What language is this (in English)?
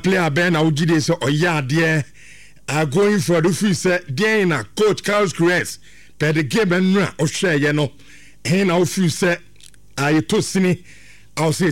Akan